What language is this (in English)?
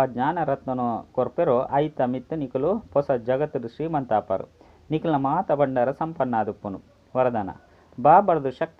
Tulu